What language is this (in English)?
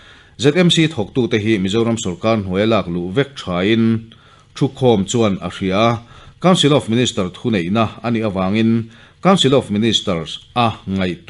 Mizo